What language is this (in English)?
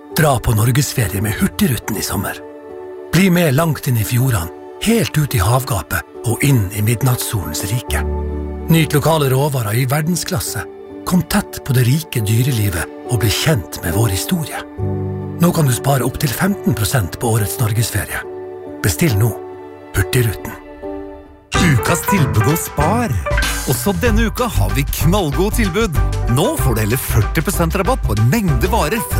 Norwegian